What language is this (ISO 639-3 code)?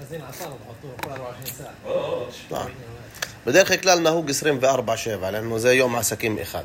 apc